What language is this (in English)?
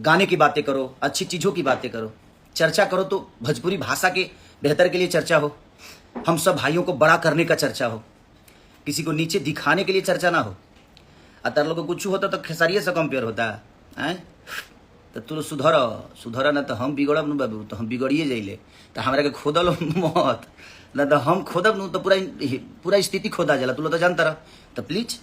Bhojpuri